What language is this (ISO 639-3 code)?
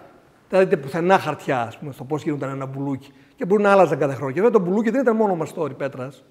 ell